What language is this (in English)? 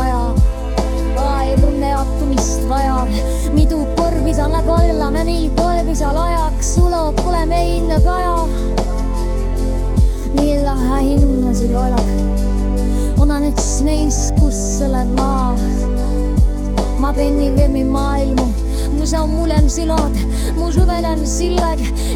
Estonian